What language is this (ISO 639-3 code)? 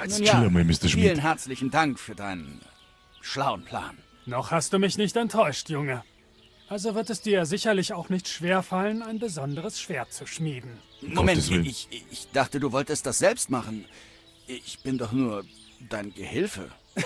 bar